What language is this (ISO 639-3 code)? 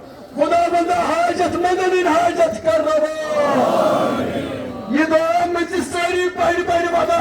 kas